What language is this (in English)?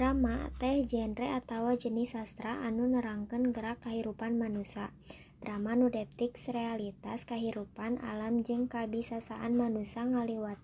Sundanese